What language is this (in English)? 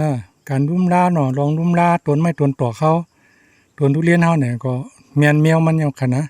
Shan